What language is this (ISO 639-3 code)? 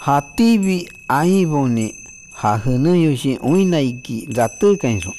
shp